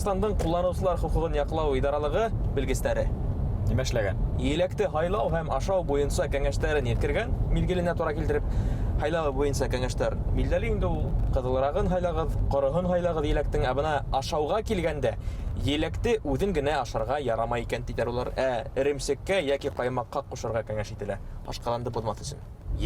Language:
Bashkir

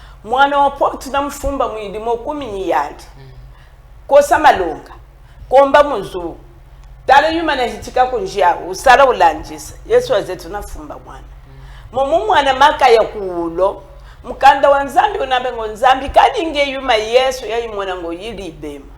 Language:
Chokwe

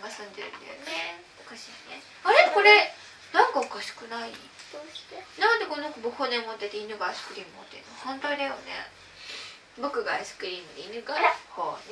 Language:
Japanese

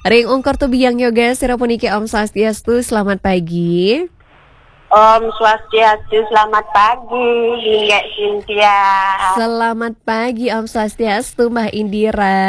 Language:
Balinese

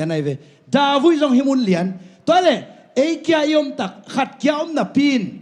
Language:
Tedim Chin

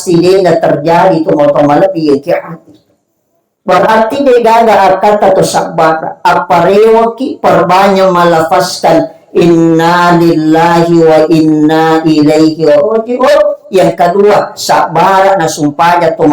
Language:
Buginese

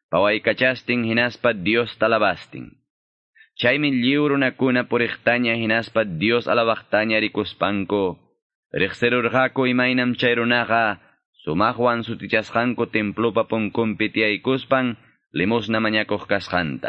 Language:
Quechua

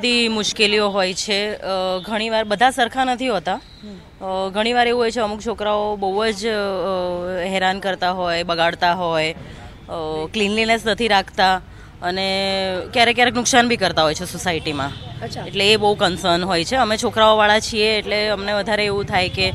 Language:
Gujarati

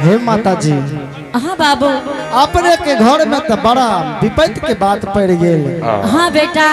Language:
Angika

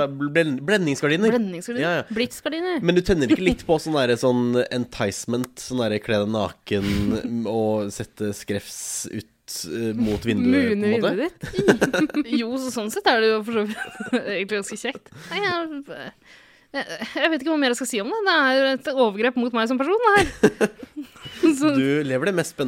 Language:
Norwegian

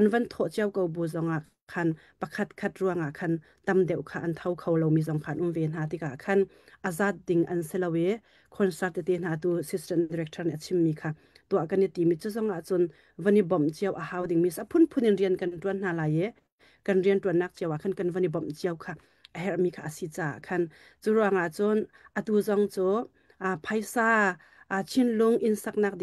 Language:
Hakha Chin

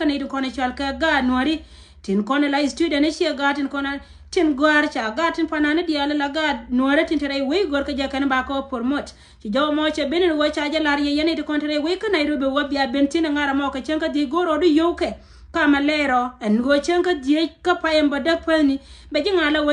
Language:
Nuer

